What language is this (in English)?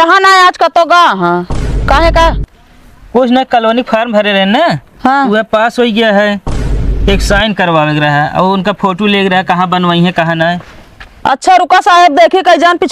Awadhi